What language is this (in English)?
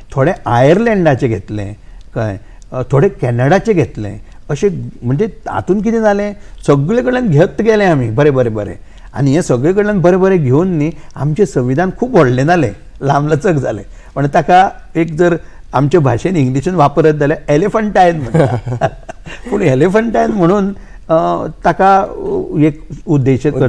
Konkani